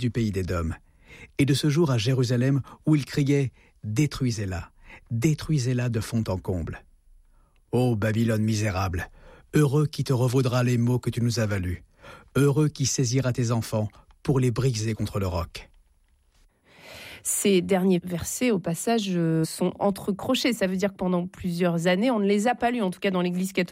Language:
French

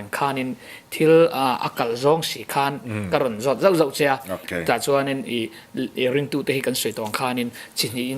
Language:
Mizo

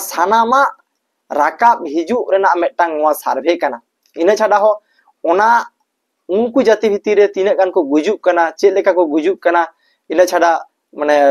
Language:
Santali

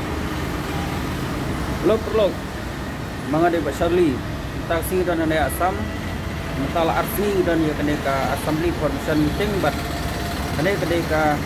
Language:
Khasi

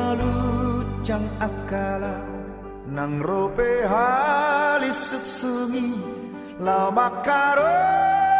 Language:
Batak Toba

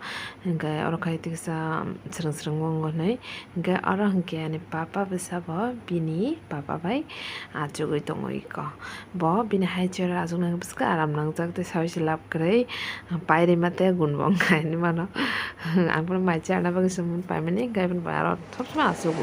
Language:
Kok Borok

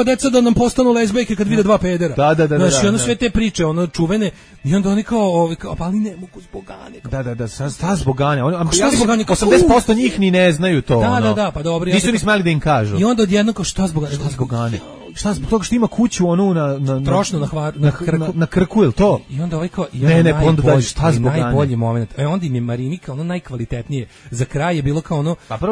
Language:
Serbian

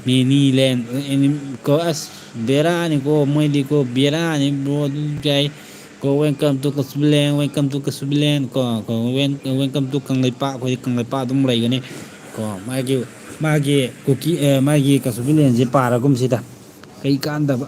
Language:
Manipuri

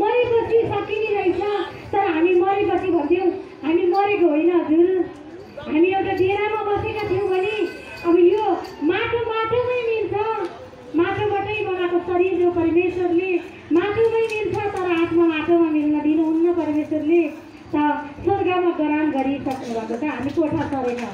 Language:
Nepali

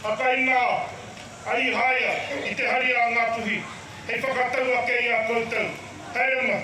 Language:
Māori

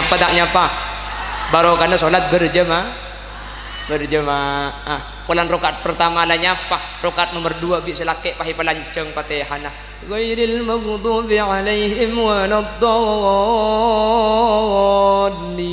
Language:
Madurese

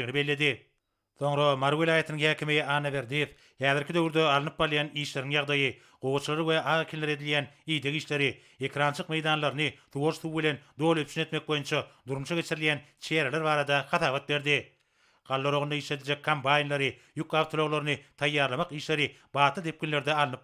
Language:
Turkmen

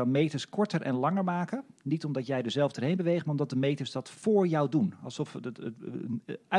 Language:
Dutch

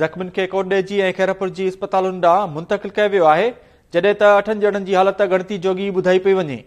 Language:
Sindhi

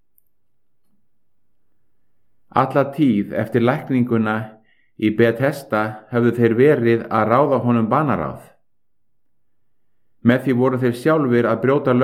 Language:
Icelandic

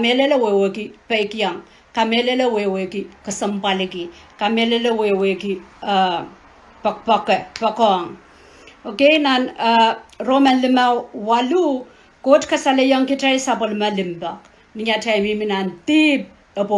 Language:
Pohnpeian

